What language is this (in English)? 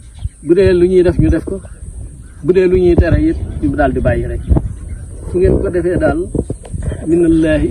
Wolof